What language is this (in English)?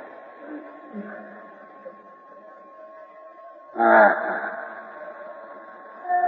Gujarati